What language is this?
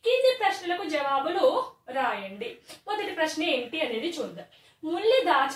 Telugu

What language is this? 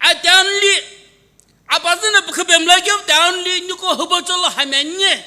Sumi Naga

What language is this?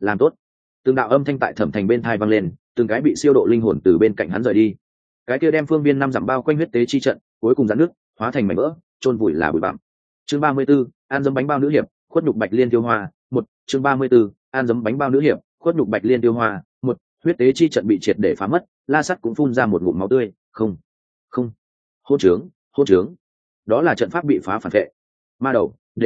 Vietnamese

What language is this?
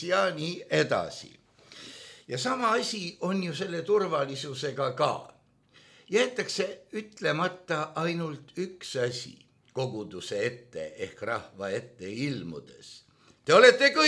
Estonian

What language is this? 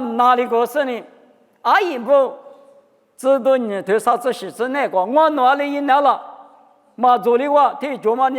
Lisu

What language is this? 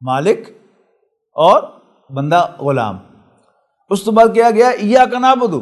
Western Panjabi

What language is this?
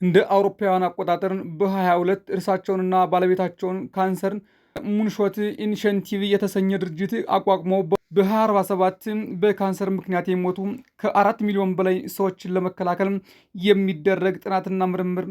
Amharic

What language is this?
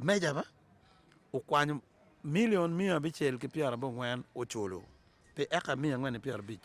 Acoli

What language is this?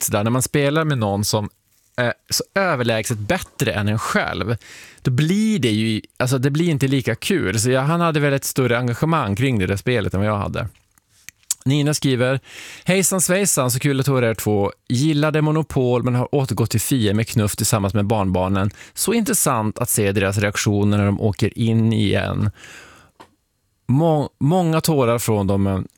Swedish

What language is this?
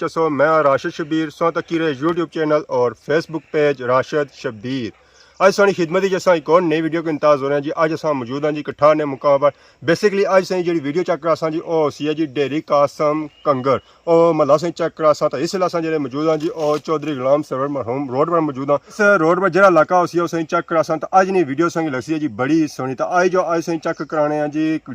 Pahari-Potwari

